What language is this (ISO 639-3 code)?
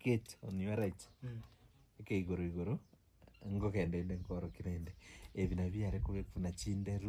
guz